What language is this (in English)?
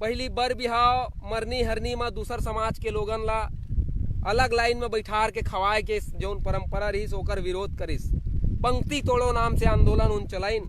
Chhattisgarhi